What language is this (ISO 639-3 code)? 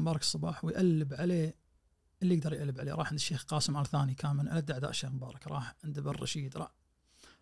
ars